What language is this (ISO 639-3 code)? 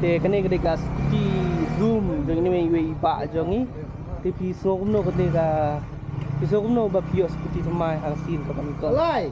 kha